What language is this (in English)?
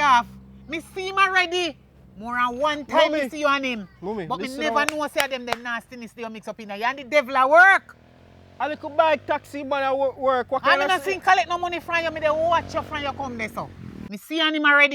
Jamaican Creole English